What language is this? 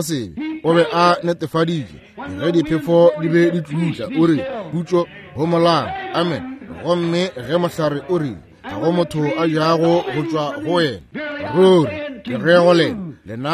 Northern Sotho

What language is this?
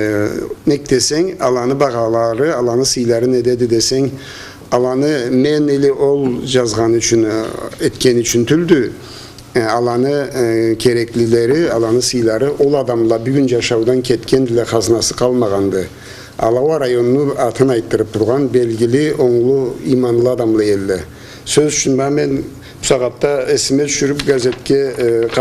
Karachay-Balkar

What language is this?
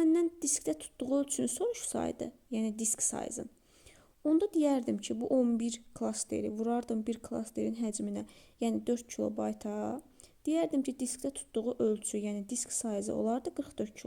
Azerbaijani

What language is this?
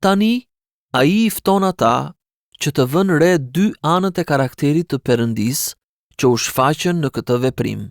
Albanian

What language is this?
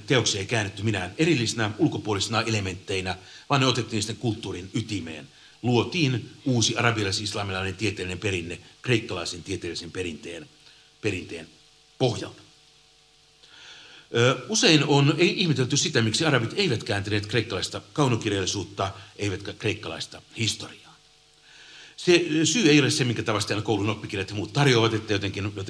Finnish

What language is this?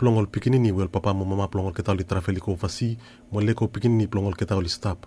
Bislama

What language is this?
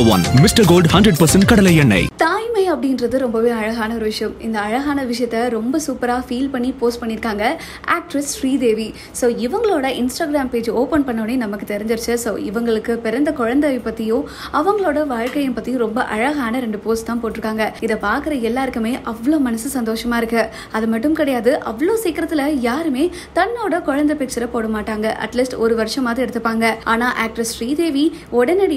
Tamil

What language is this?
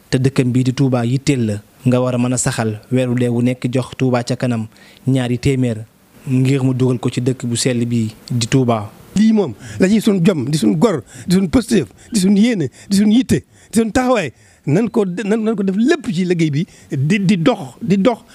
Wolof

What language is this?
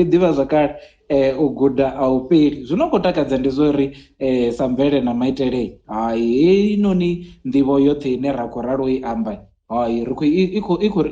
Venda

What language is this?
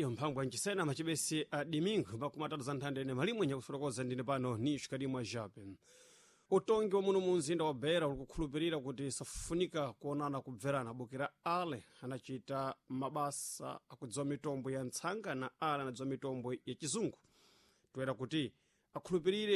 Sena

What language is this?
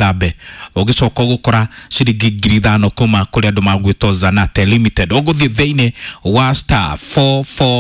Kikuyu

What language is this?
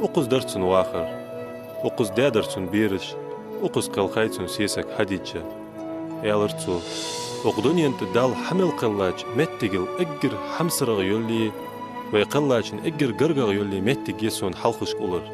Ingush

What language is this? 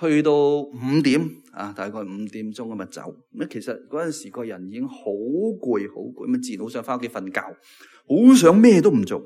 Cantonese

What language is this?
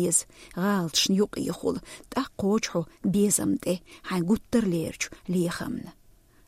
Chechen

